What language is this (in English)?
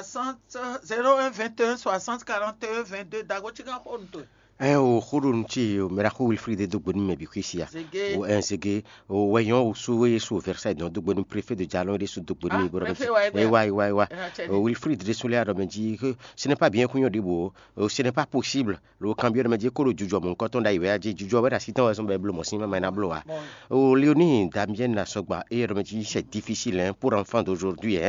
Fon